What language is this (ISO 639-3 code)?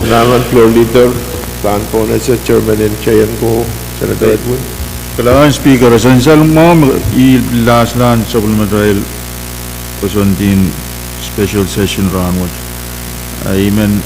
pon